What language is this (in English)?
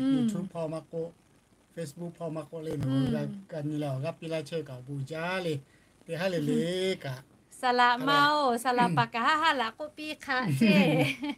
Lahu